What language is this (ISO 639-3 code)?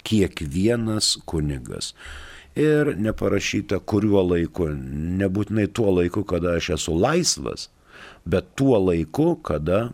lit